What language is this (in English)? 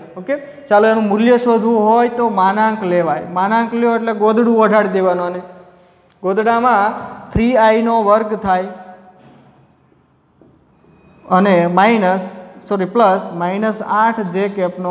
Gujarati